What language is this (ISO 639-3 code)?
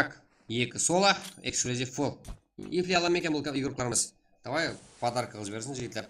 kaa